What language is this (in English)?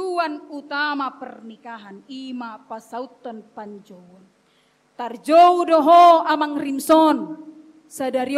Batak Toba